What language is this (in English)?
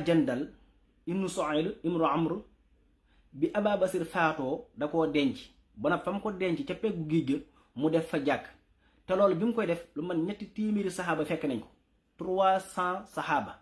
Wolof